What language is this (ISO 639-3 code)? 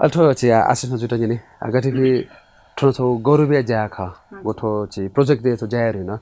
new